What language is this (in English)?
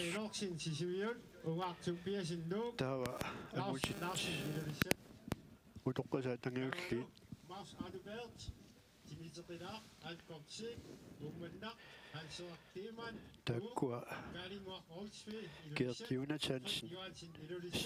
Kalaallisut